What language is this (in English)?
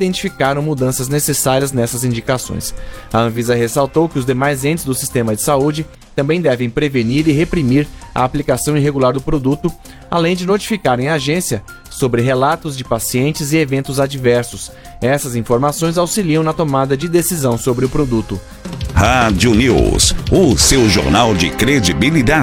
Portuguese